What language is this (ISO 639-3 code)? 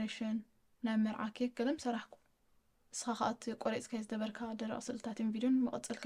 tir